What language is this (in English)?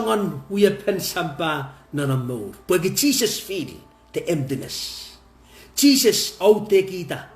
Pohnpeian